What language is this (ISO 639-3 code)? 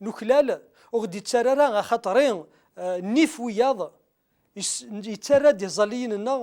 kab